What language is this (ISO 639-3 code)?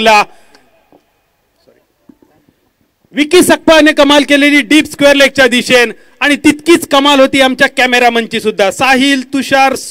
mar